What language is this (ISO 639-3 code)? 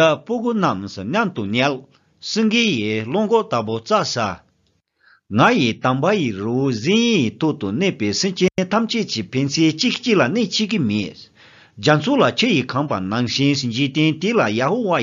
bod